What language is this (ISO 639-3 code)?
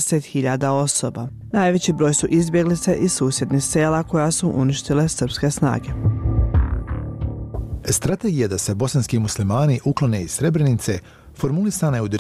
bos